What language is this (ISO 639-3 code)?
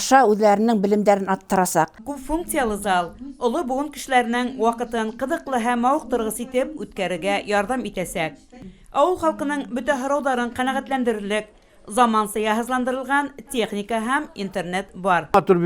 bak